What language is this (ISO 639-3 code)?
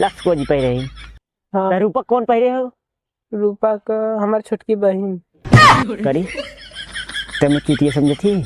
awa